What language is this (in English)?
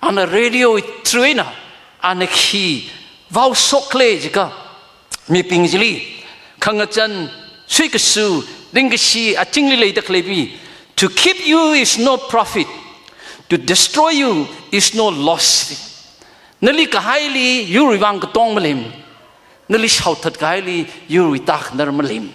Tangkhul Naga (India)